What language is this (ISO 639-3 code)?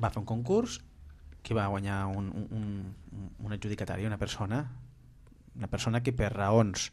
cat